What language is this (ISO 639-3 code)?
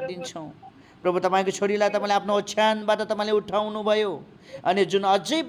nep